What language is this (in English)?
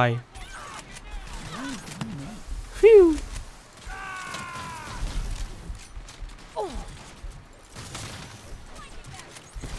Vietnamese